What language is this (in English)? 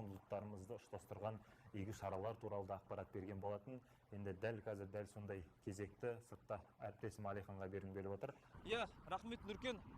Kazakh